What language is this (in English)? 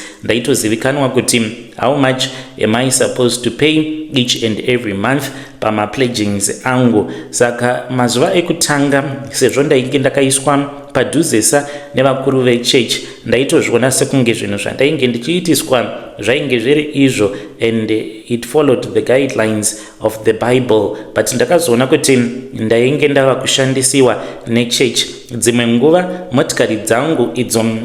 Shona